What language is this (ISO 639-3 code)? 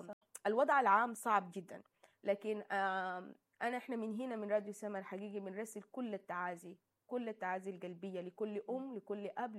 apd